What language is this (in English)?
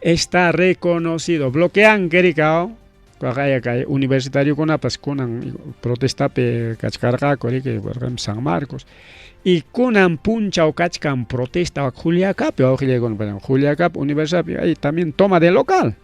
Ayacucho Quechua